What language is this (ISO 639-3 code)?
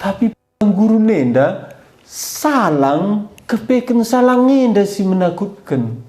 btx